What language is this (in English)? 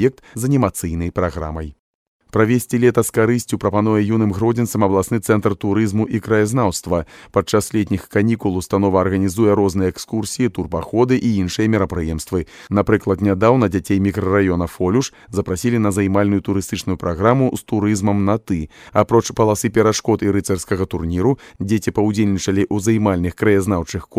Belarusian